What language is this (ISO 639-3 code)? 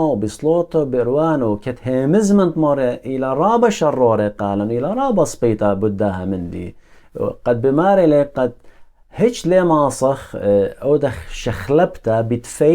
aii